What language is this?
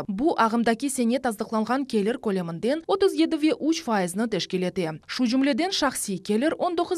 Crimean Tatar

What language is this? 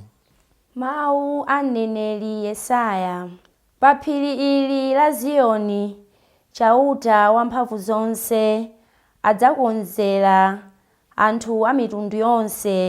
Nyanja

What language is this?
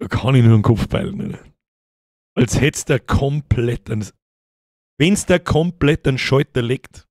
Bavarian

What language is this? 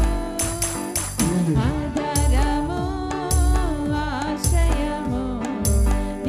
Telugu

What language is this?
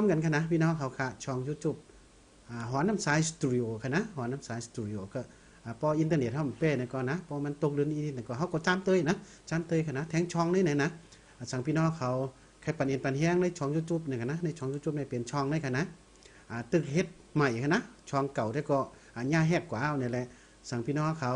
Shan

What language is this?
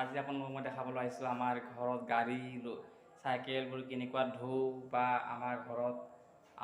Assamese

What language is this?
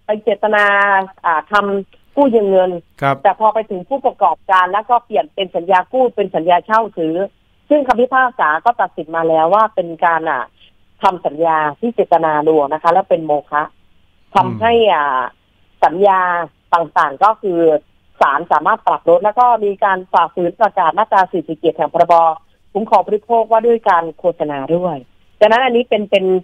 Thai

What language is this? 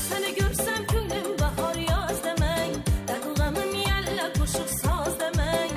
Kara-Kalpak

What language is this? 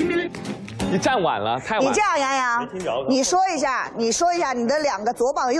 Chinese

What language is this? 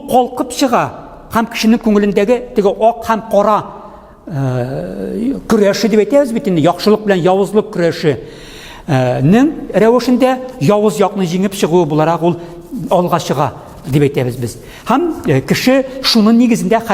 Tatar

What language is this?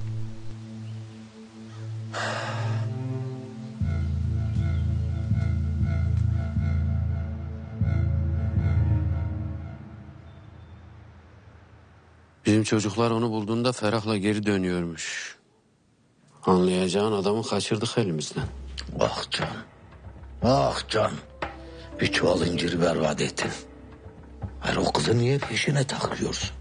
Turkish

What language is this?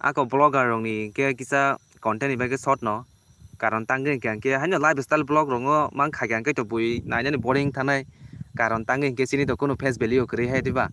Kok Borok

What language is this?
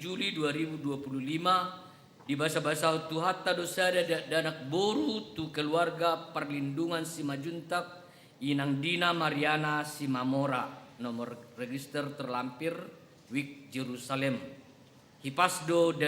Batak Toba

